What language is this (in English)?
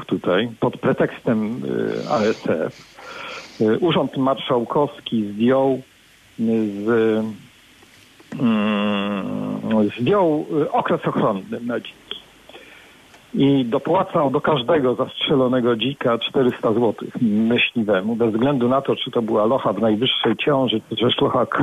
Polish